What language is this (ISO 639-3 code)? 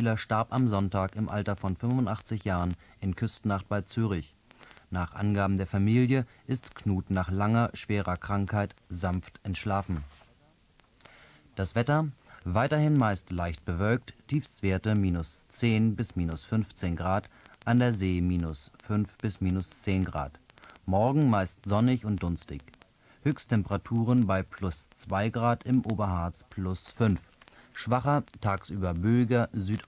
deu